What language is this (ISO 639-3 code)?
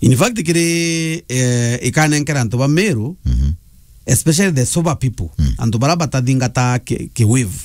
mer